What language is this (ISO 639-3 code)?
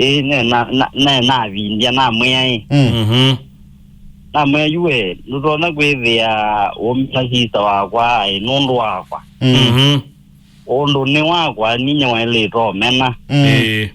kam